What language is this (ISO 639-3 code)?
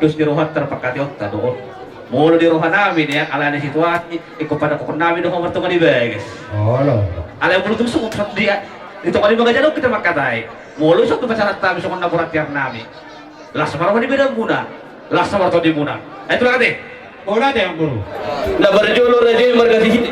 bbc